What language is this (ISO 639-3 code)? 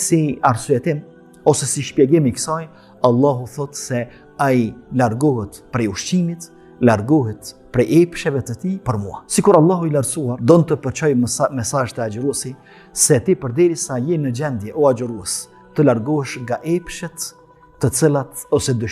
sqi